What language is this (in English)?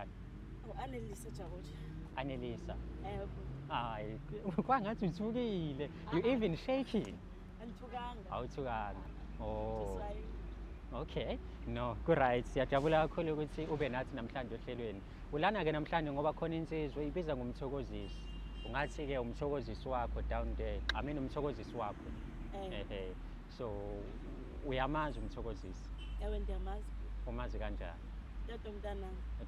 Zulu